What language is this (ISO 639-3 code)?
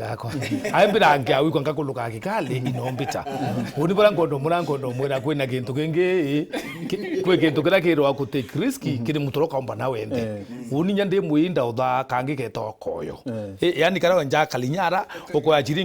mer